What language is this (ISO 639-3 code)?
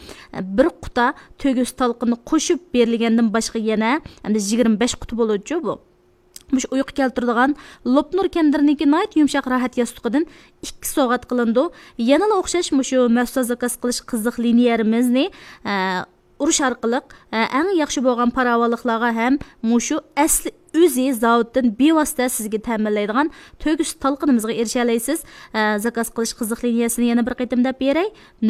uig